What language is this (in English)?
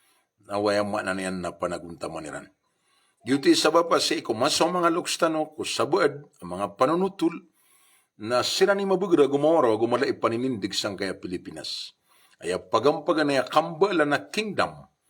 Maranao